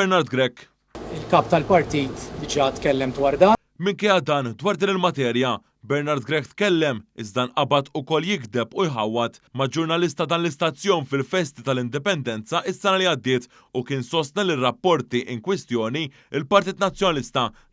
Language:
Maltese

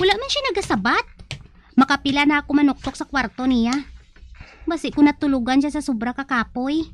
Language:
Hiligaynon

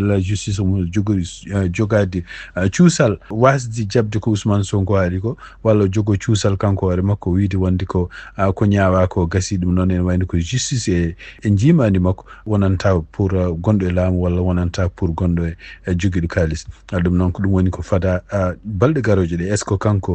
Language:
Fula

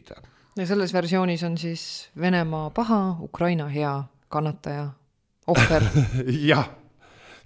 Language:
Estonian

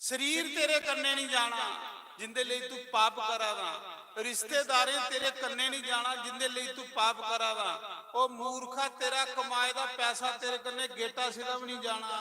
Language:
Dogri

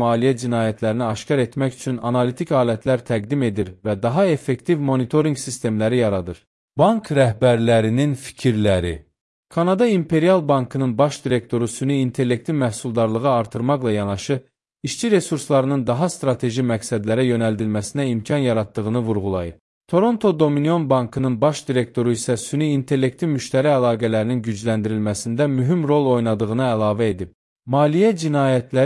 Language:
Azerbaijani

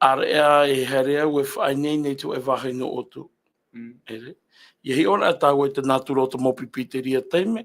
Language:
Tahitian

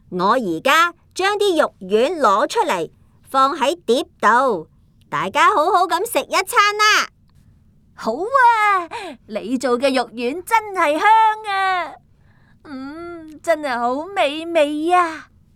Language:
Cantonese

